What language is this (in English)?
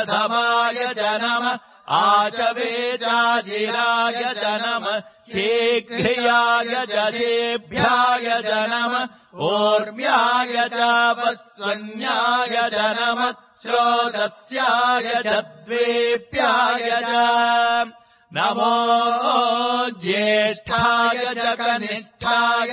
Sanskrit